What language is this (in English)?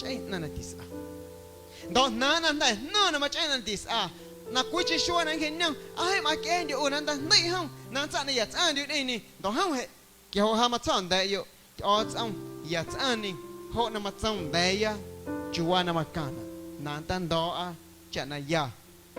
Guerrero Amuzgo